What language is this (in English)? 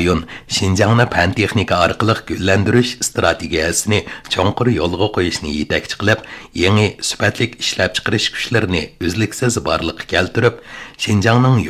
Uyghur